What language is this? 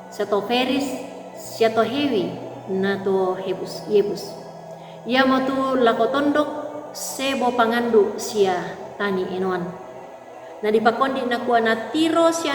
Toraja-Sa'dan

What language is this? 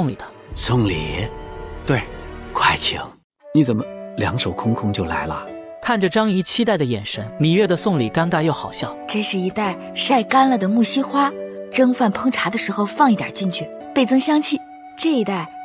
Chinese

